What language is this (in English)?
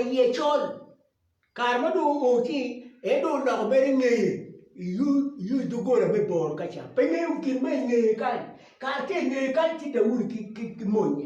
Acoli